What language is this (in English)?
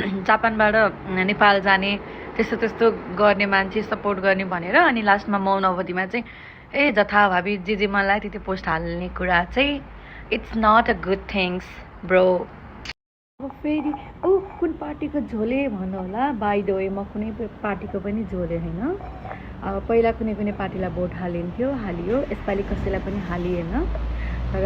Nepali